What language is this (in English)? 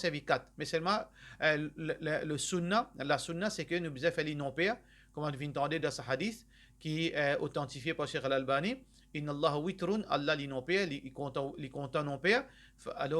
Morisyen